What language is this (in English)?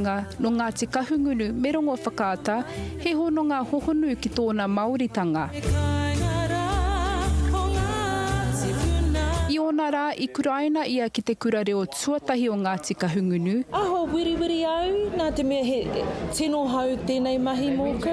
Māori